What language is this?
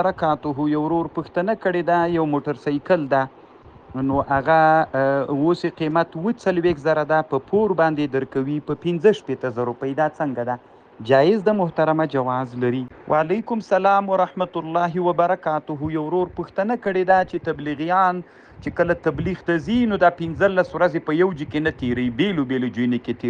Pashto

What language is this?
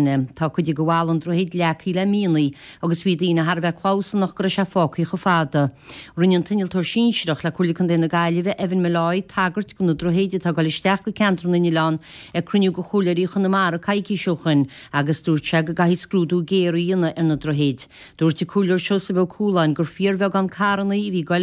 Irish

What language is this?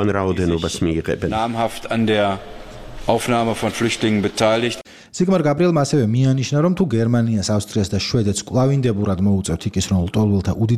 Georgian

